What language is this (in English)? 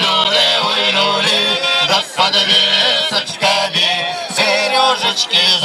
Chuvash